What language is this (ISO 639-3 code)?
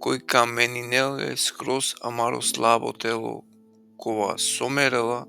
rmn